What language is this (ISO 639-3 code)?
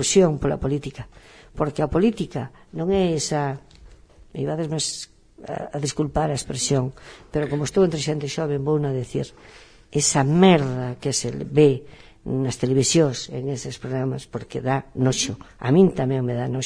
glg